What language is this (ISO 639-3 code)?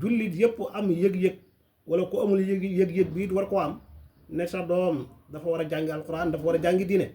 wol